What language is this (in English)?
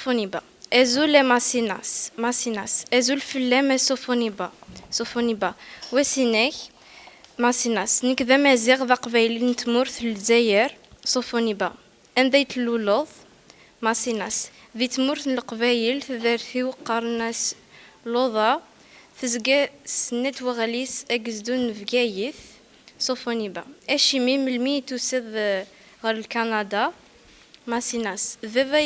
Kabyle